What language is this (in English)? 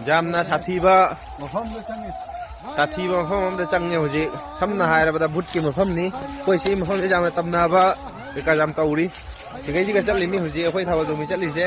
Manipuri